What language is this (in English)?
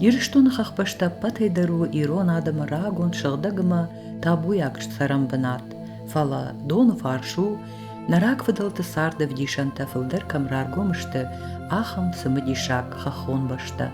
Ossetic